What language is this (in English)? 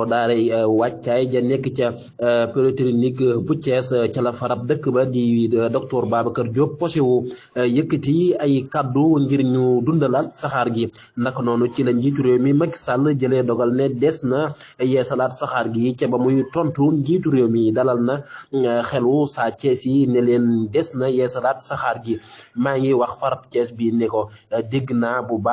Wolof